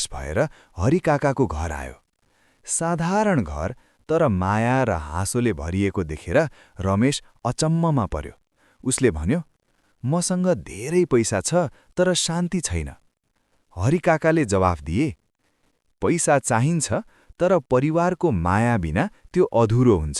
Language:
Nepali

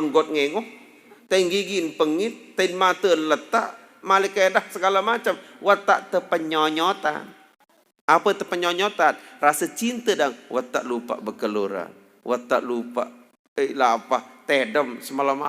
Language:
Sasak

